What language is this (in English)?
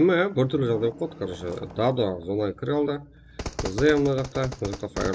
Kara-Kalpak